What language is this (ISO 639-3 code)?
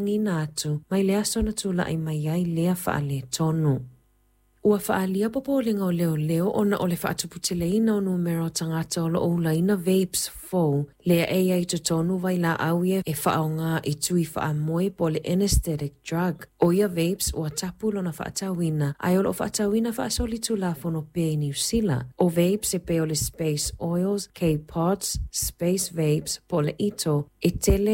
smo